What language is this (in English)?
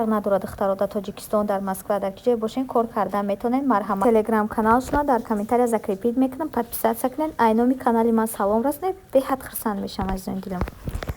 Tajik